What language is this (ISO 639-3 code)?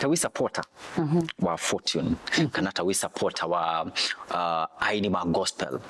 kam